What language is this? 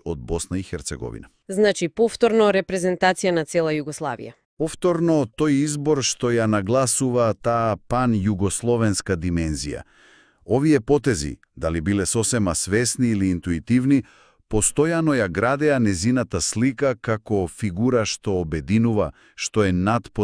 Macedonian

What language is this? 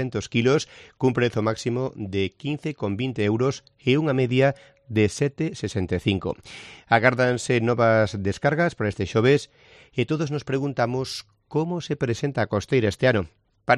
Galician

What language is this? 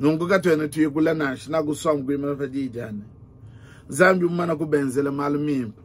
Luba-Lulua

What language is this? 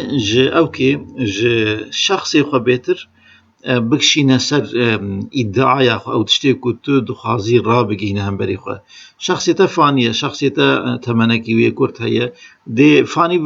Kurdish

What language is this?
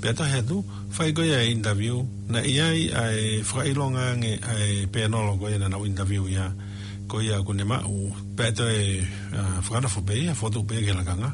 Tongan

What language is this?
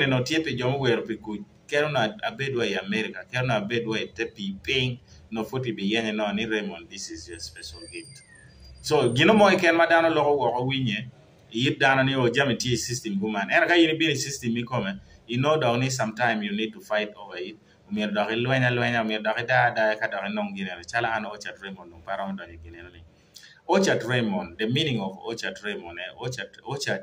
Acoli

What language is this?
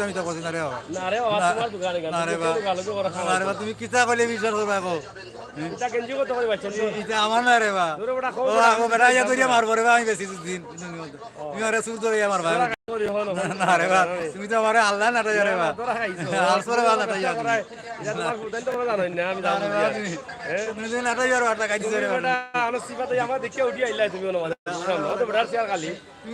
Sylheti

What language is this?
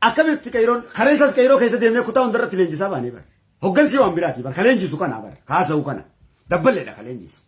Oromo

